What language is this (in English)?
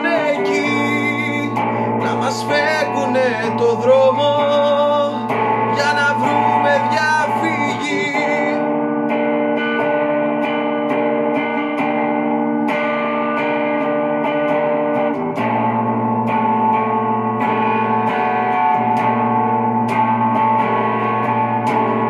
Greek